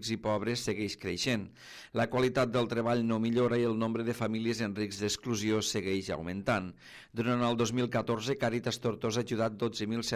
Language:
Catalan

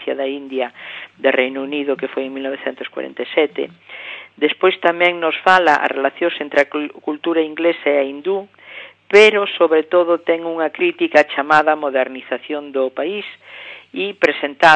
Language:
Galician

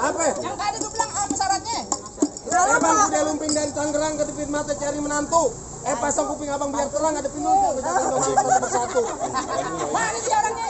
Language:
Betawi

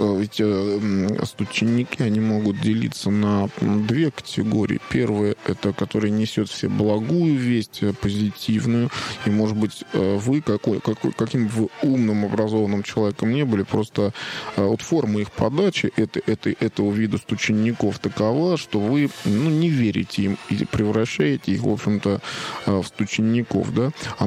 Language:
Russian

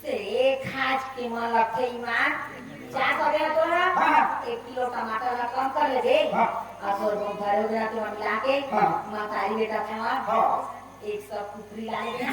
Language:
Chhattisgarhi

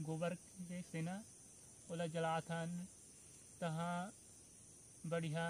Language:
Chhattisgarhi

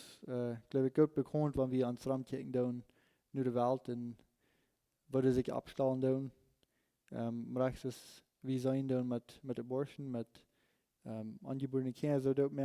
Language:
Plautdietsch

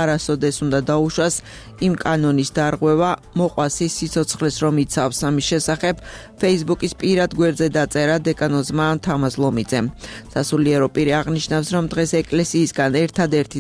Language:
Georgian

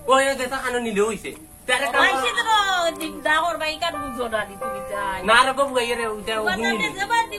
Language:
Sylheti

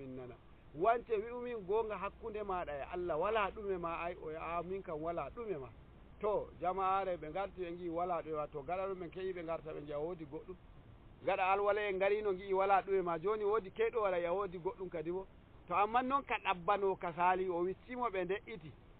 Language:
Nigerian Fulfulde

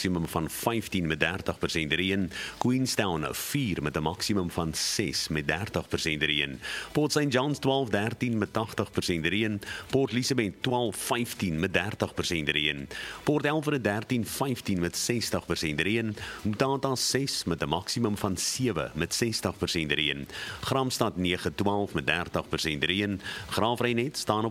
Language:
Afrikaans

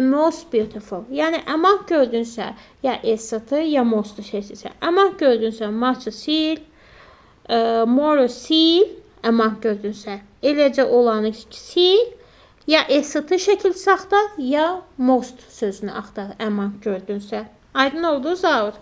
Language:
Azerbaijani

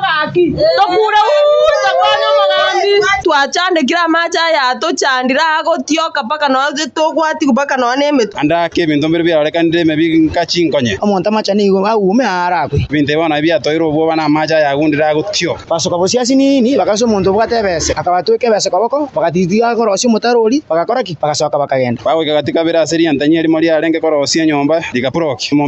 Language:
Gusii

